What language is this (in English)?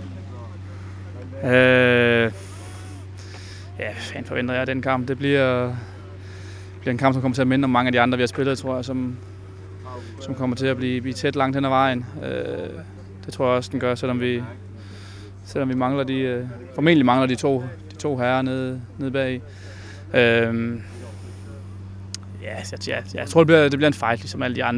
Danish